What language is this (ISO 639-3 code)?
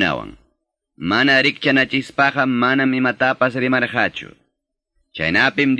que